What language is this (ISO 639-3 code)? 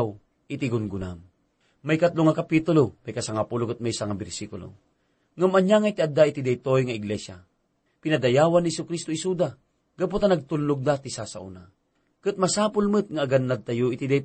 ilo